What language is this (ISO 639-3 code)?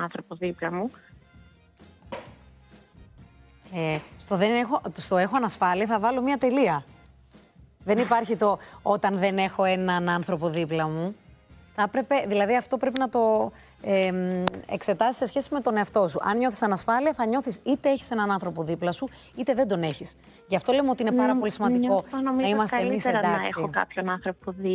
ell